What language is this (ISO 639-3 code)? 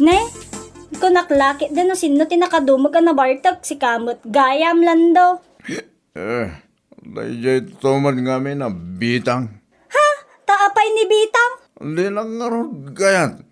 ilo